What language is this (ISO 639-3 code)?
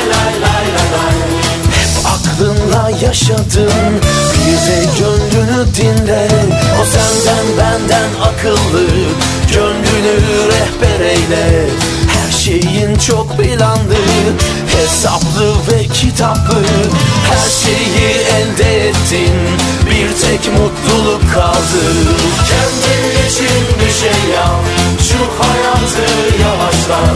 tur